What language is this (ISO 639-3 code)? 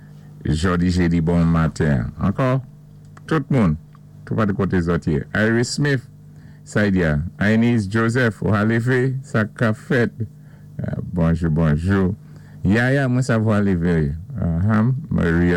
acf